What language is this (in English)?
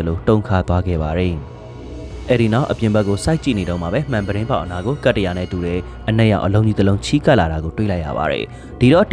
Burmese